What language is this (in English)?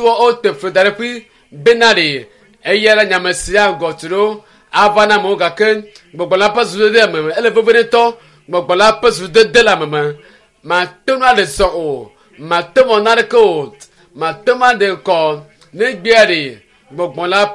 Ewe